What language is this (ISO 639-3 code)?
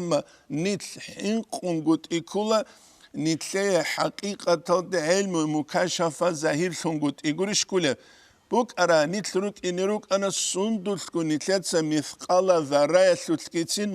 ava